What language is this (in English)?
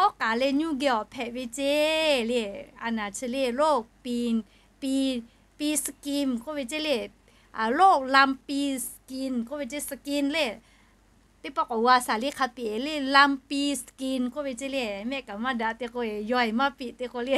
Lahu